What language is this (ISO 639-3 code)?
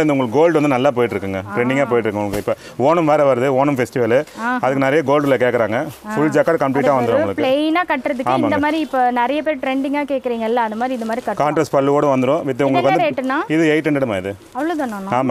tam